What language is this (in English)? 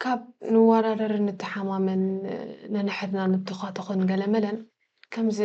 Tigrinya